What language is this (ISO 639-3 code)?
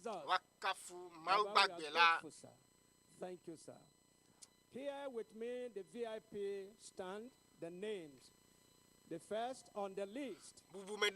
ewe